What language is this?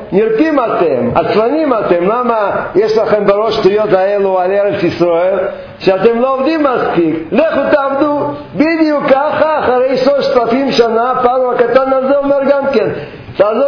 Hebrew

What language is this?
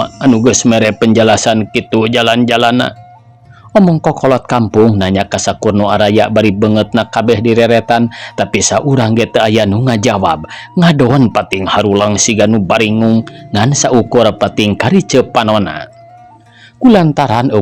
Sundanese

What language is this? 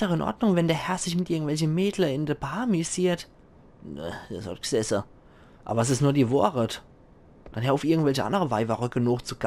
Palatine German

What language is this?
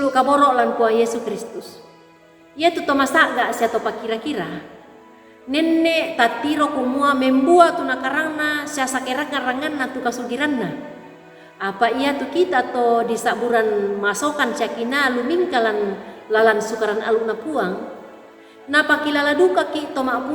Toraja-Sa'dan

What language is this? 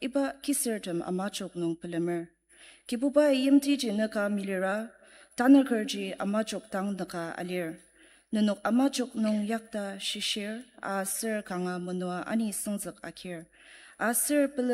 Ao Naga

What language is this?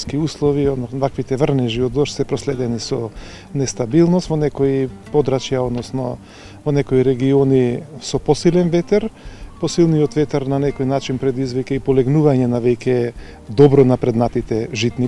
Macedonian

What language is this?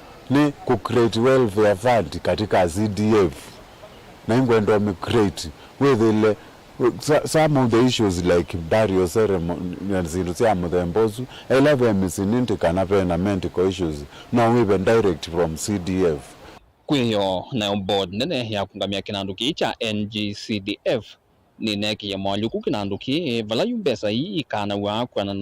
Kamba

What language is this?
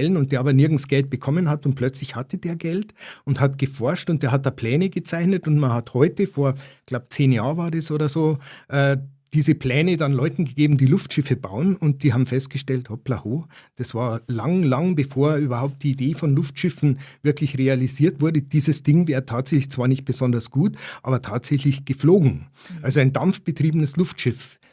Bavarian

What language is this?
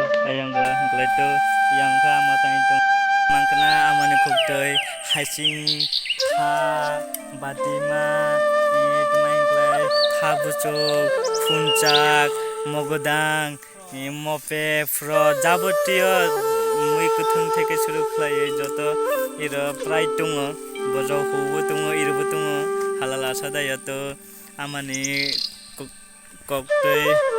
Kok Borok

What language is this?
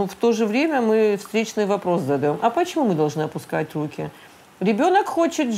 Russian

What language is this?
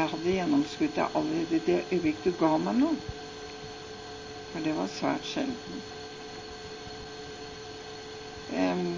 Norwegian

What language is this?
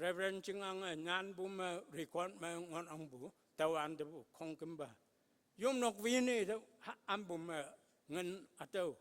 Konyak Naga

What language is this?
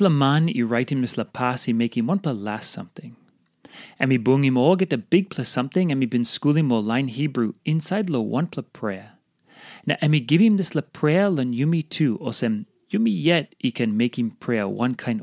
Tok Pisin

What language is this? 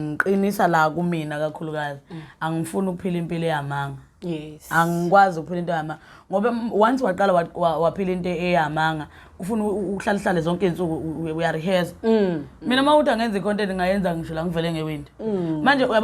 Zulu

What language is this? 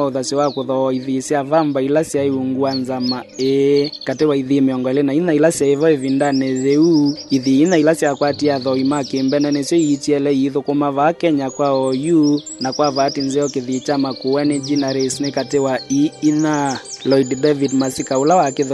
Kamba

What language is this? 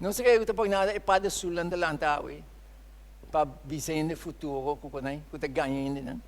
Papiamento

